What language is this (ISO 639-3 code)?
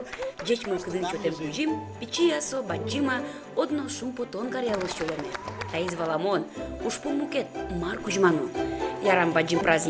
udm